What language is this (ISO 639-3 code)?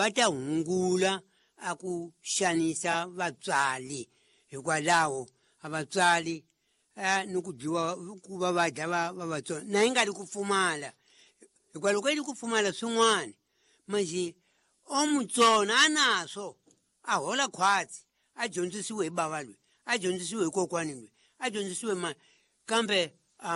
tso